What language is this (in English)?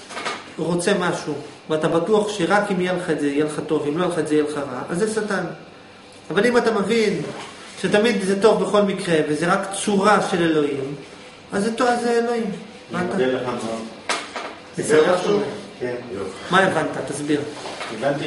Hebrew